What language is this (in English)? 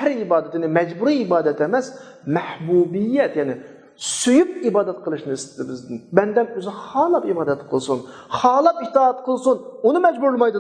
Uyghur